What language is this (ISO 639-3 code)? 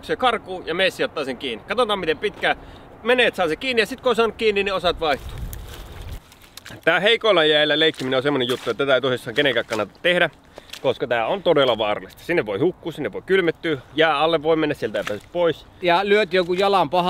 fin